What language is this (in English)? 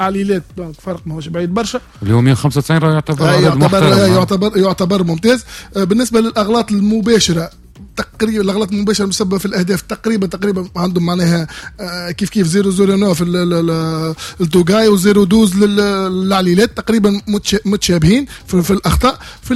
Tunisian Arabic